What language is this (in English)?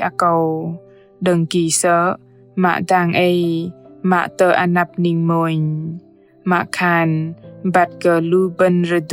Bahnar